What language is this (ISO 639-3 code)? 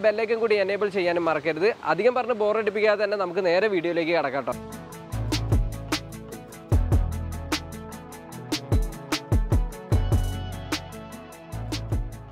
mal